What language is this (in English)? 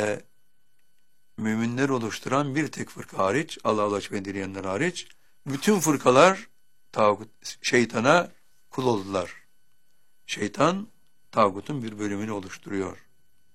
Turkish